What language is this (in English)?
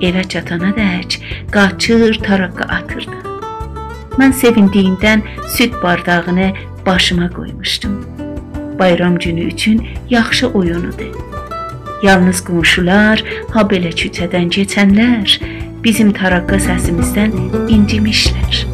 South Azerbaijani